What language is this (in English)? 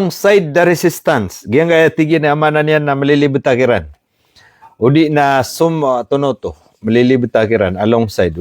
Maranao